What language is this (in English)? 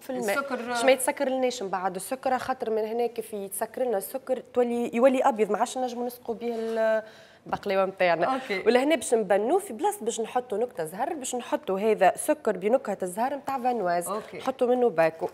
Tunisian Arabic